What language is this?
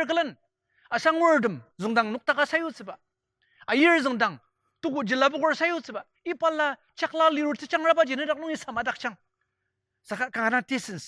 Ao Naga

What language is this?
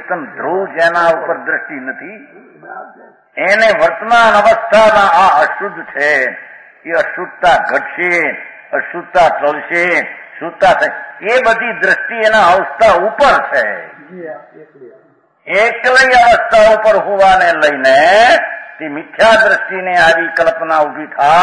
Gujarati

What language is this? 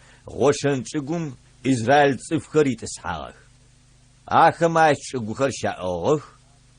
Adyghe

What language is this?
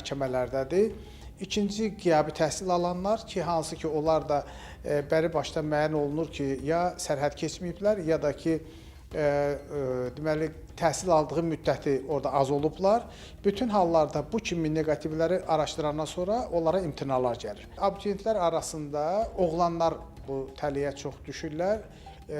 Azerbaijani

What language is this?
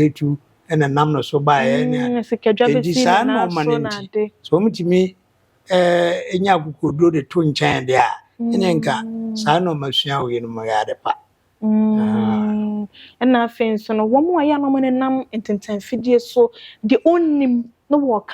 Akan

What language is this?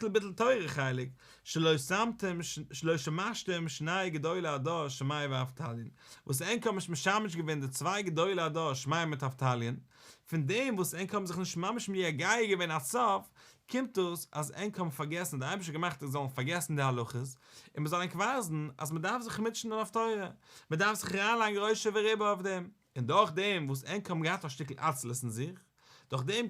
Yiddish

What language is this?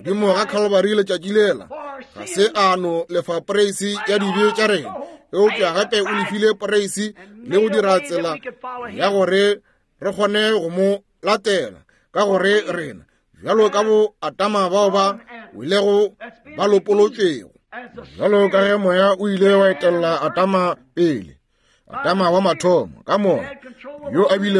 Northern Sotho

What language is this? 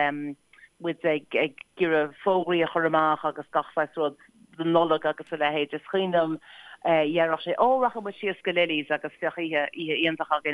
Irish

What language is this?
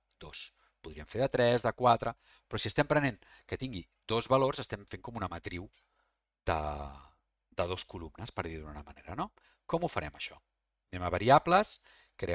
Catalan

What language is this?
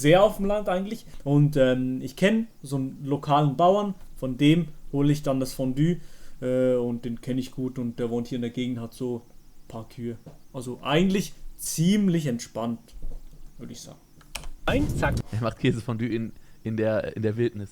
Swiss German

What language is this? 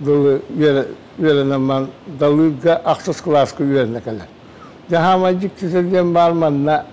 Yakut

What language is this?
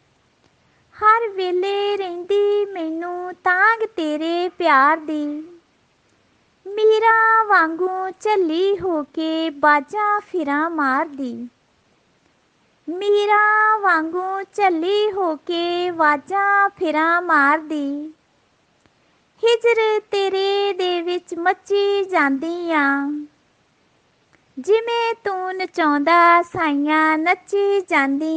Punjabi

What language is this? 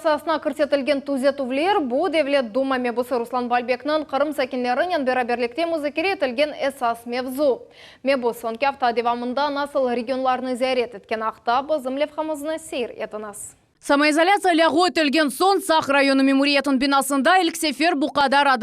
Crimean Tatar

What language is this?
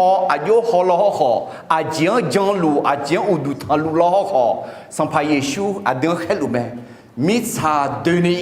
Akha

